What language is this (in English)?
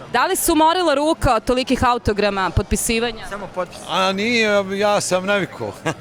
Bosnian